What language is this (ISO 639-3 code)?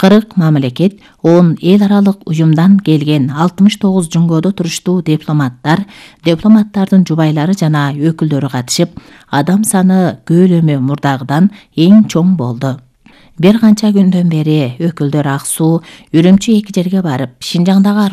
kir